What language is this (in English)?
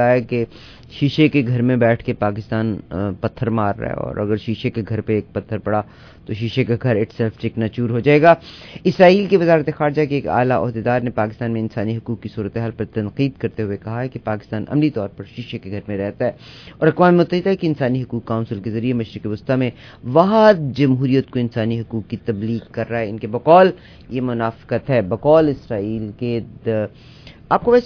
Urdu